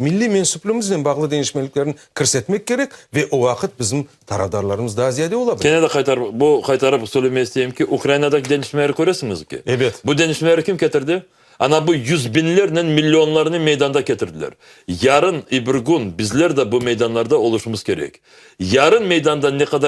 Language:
Crimean Tatar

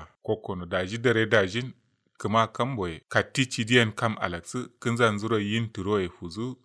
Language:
Kanuri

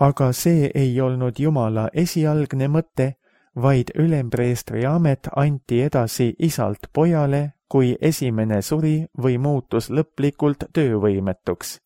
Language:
Estonian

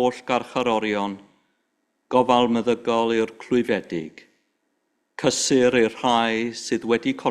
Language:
Welsh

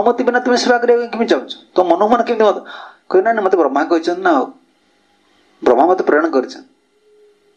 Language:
Odia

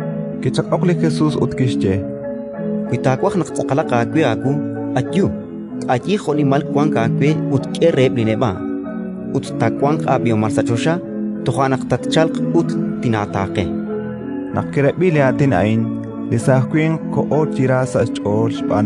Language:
Kekchí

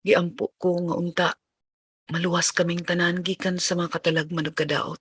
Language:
Cebuano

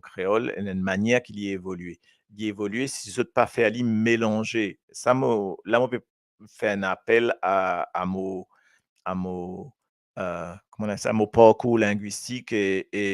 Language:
Morisyen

